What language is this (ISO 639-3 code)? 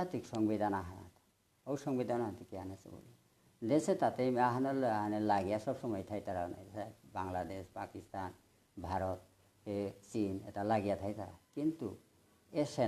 bpy